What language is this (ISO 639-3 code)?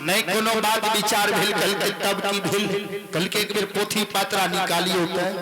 mai